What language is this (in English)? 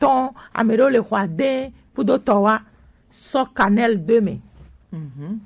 Gen